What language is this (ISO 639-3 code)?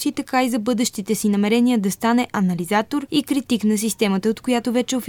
bul